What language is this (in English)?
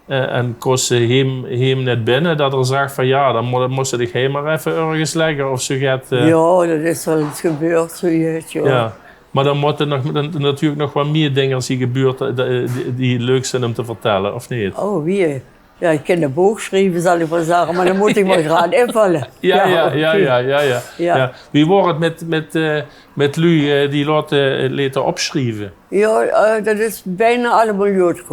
Limburgish